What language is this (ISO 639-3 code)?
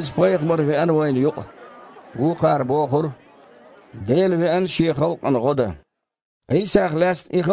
che